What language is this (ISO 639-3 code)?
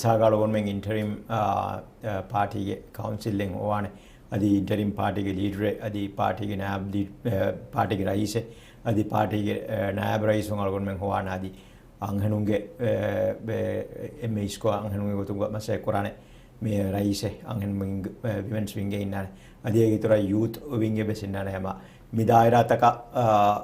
div